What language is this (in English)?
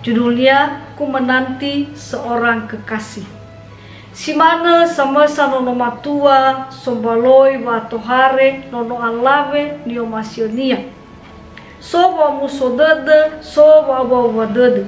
Nias